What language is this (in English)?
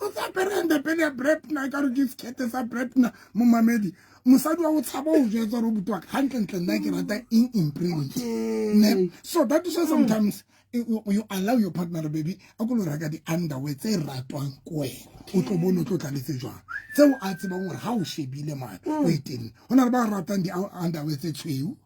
Southern Sotho